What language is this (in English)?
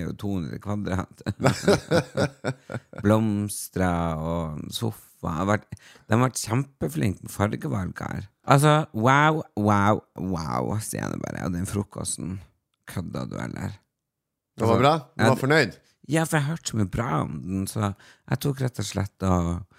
Norwegian